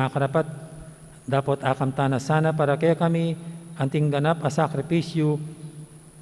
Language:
Pampanga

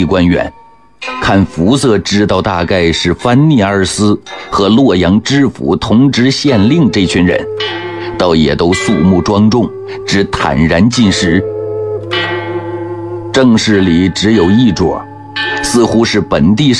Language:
Chinese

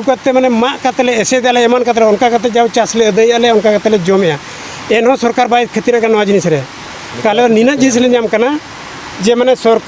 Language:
Santali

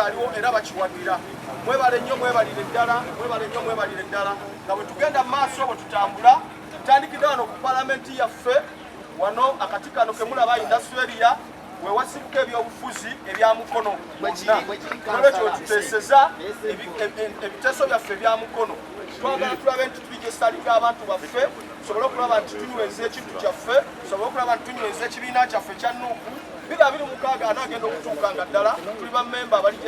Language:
Ganda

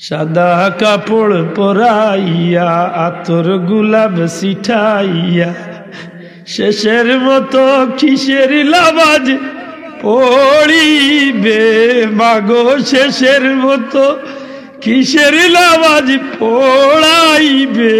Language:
Sylheti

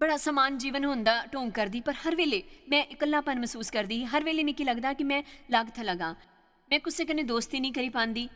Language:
Dogri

